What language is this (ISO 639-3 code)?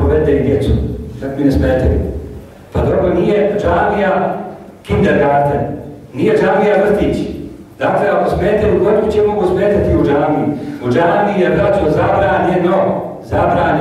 bos